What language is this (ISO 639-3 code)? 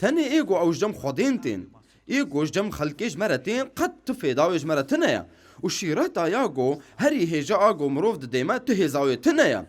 kur